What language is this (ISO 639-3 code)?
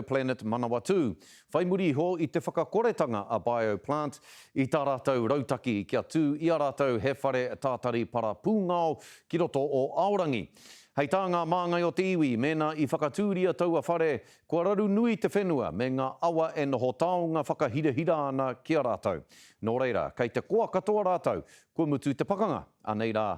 mri